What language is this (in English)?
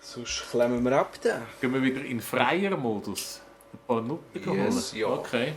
Swiss German